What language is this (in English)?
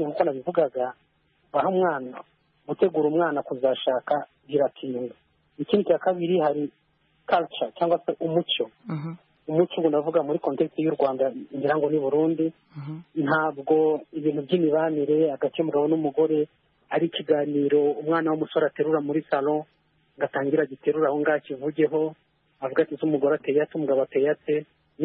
Kinyarwanda